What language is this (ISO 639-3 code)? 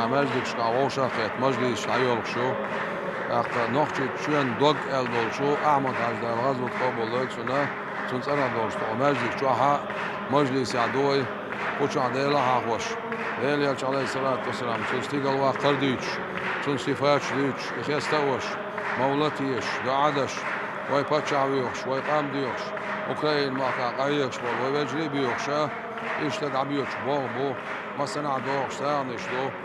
che